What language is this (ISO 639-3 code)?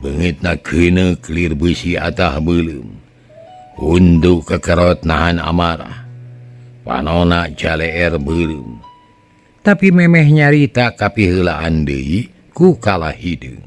sun